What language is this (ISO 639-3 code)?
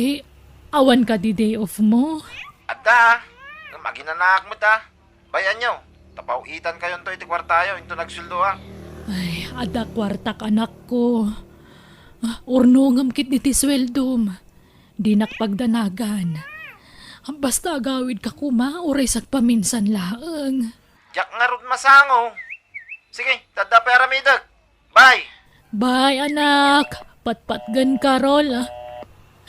ilo